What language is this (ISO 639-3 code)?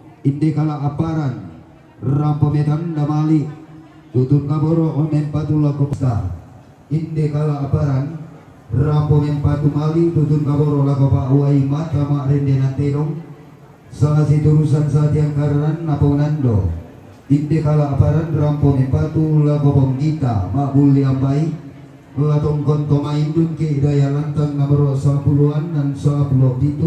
sda